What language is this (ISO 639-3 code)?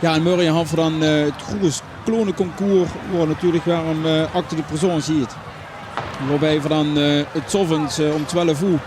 lim